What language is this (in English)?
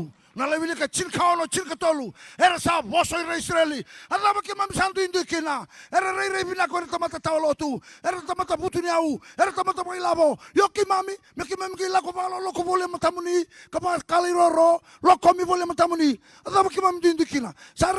Fijian